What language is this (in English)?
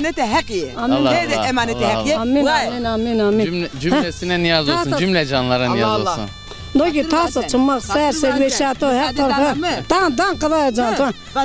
Zaza